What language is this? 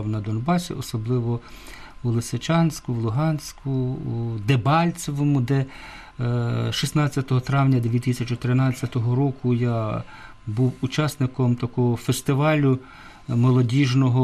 Ukrainian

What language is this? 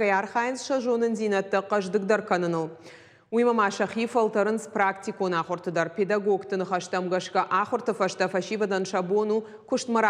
Ossetic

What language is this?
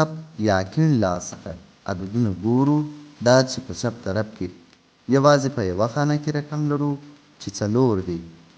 Pashto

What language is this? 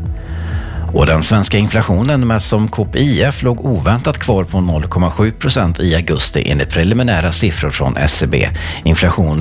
Swedish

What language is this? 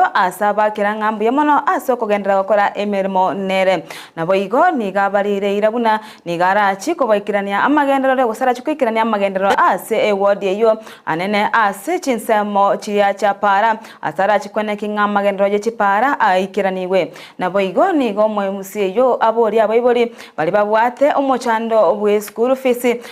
Gusii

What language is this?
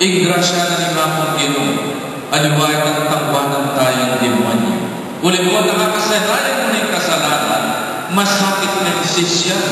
Pampanga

